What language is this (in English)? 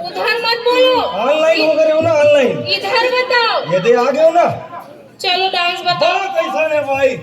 Chhattisgarhi